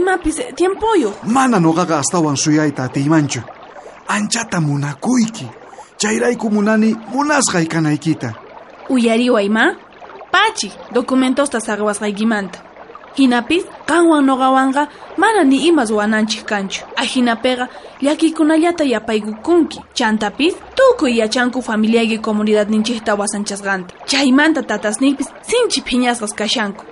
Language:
South Bolivian Quechua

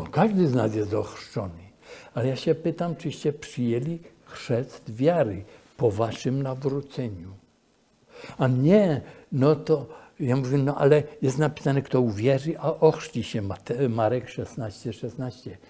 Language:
Polish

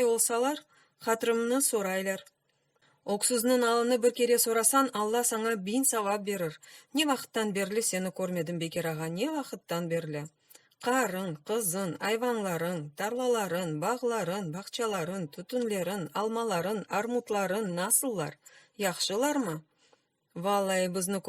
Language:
Crimean Tatar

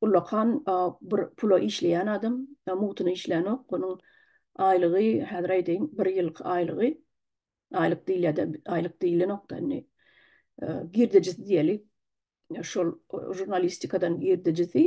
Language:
Turkmen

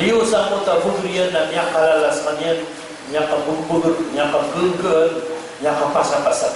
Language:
Maranao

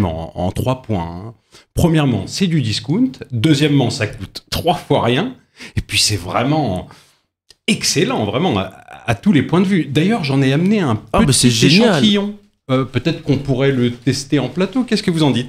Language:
French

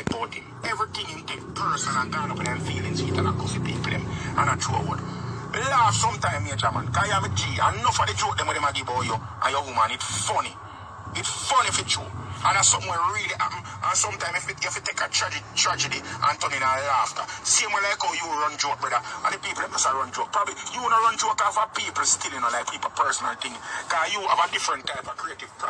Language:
Jamaican Creole English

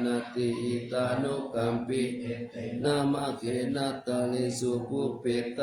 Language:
Pali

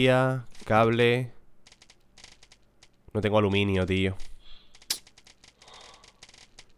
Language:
Spanish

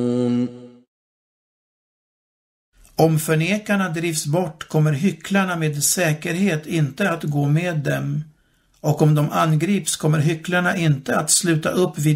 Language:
Swedish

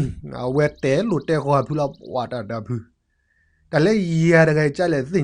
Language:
S'gaw Karen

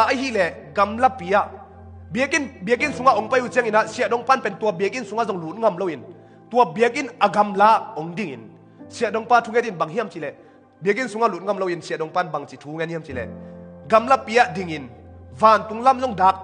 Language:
Tedim Chin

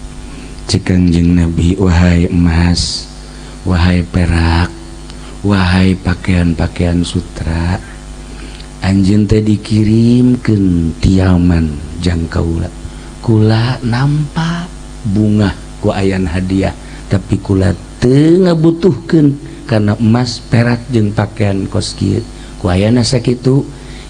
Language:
Sundanese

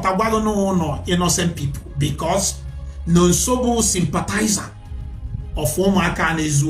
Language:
Igbo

